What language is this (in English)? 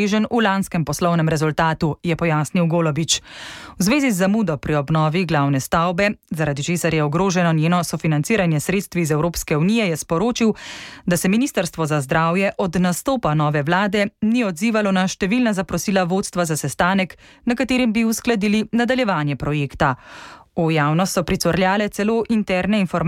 Slovenian